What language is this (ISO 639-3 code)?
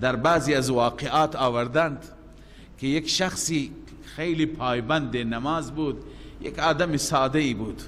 fas